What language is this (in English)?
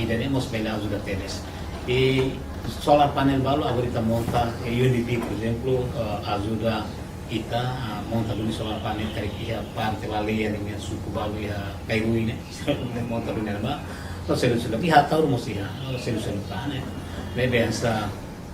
Tetum